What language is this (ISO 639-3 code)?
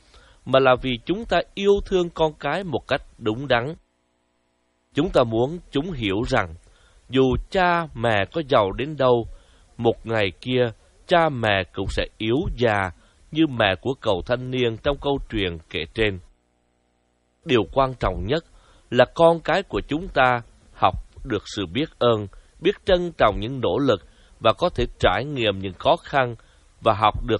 vie